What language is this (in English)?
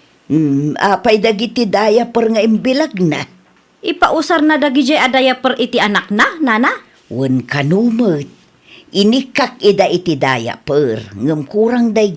Iloko